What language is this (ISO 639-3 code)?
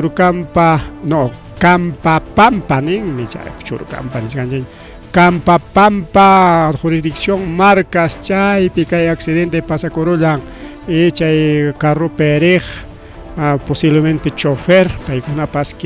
quy